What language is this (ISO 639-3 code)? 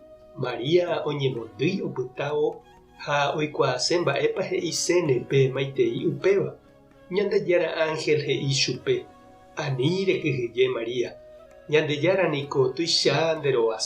grn